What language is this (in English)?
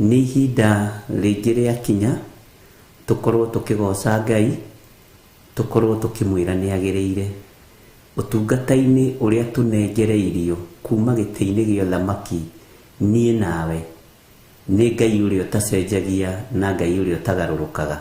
Kikuyu